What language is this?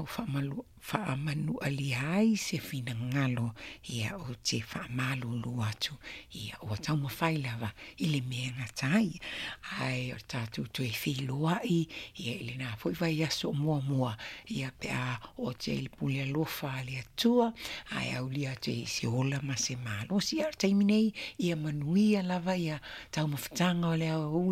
Samoan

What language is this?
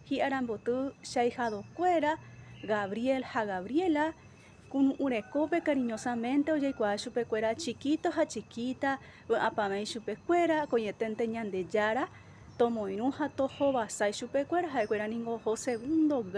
Guarani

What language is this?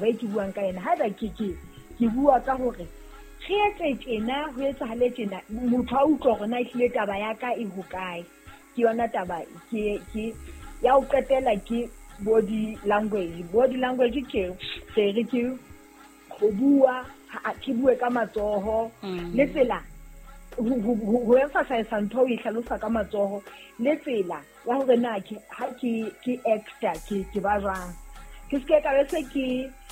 Southern Sotho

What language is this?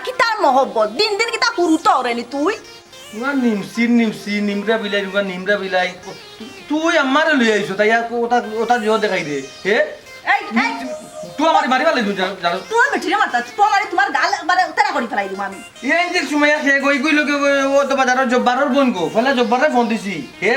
Sylheti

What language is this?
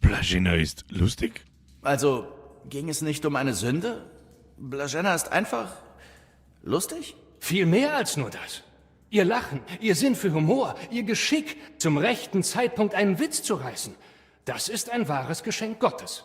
Bavarian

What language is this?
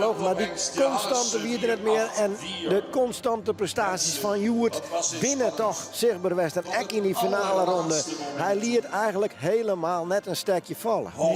Western Frisian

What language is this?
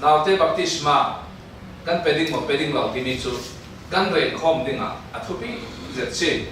Falam Chin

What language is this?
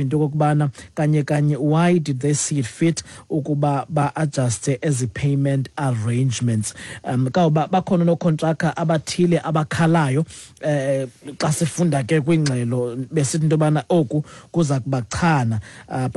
Xhosa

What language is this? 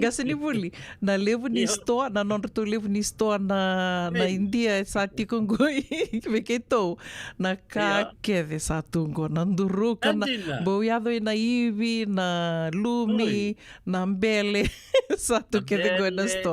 Fijian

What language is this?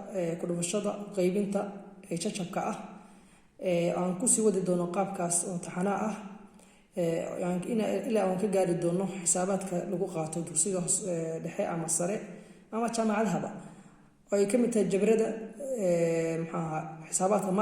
Somali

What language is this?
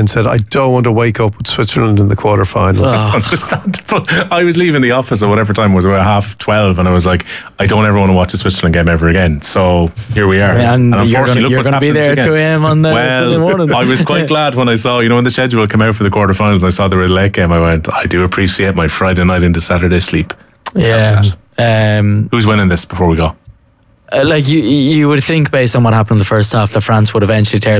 English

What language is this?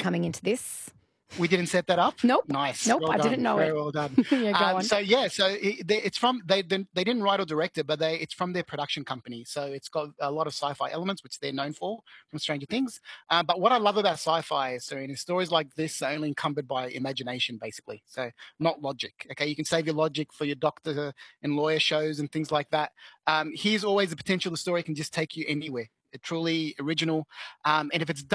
English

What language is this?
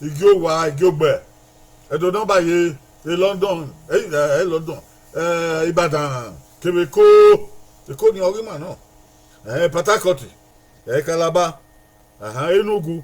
Bini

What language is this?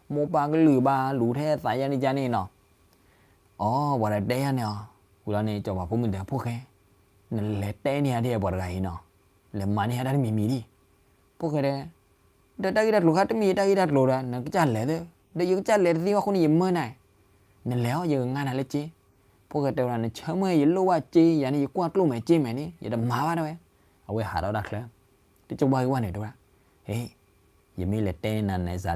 S'gaw Karen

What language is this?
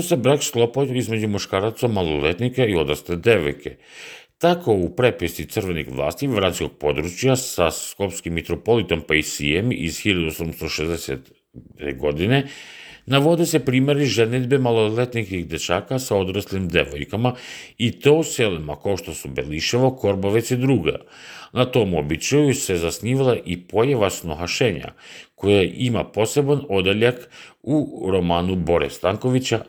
Serbian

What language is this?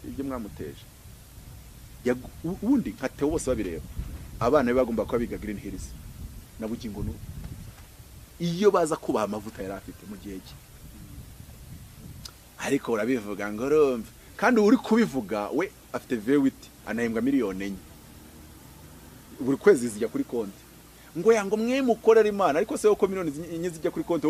Kinyarwanda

